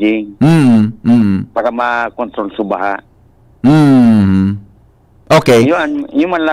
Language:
Bikol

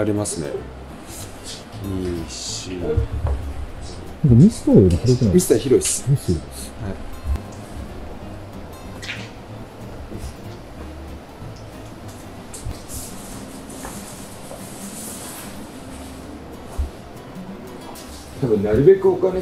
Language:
Japanese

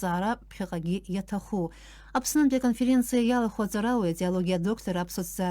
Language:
Abkhazian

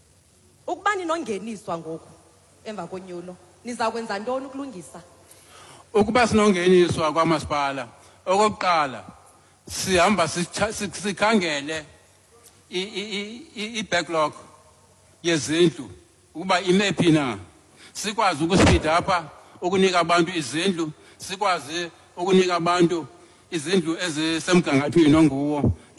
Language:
Xhosa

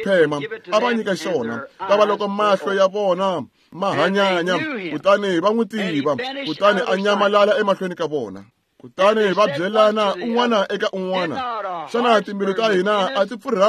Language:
Tsonga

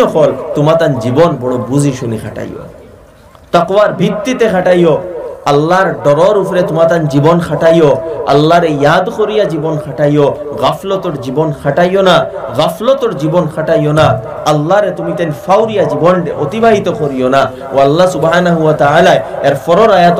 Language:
Sylheti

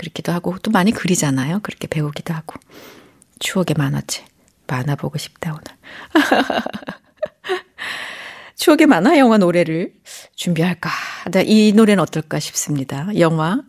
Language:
Korean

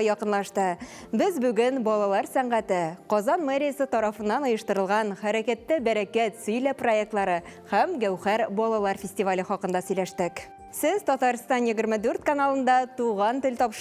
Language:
Tatar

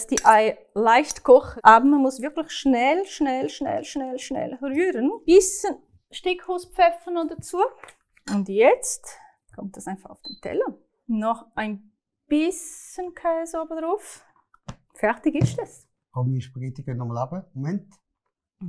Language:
Swiss German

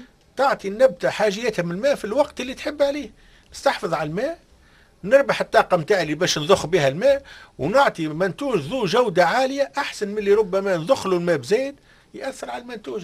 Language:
Tunisian Arabic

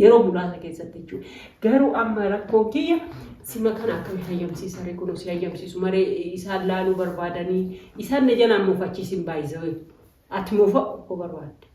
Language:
Oromo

